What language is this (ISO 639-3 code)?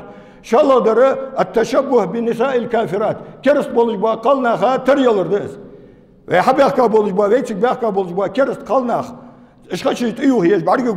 inh